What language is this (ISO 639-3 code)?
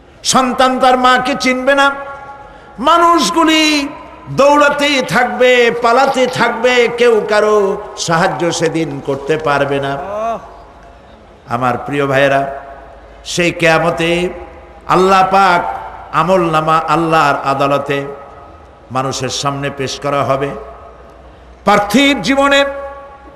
ben